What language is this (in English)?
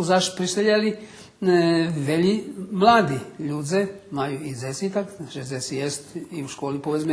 Rusyn